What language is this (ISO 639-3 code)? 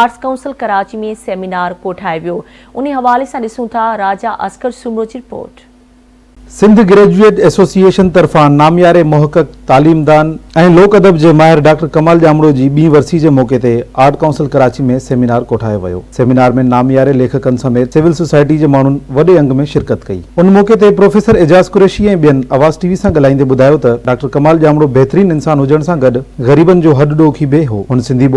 snd